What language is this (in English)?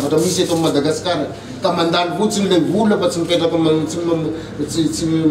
Malagasy